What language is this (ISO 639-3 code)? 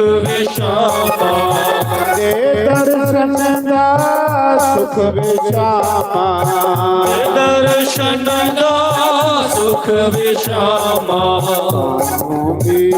doi